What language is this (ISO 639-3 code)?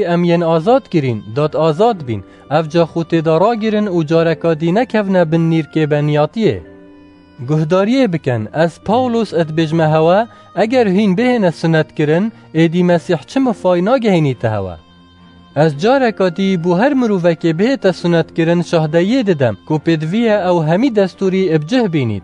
kur